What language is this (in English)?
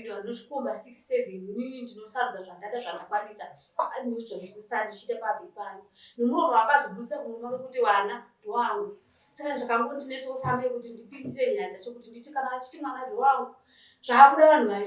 Shona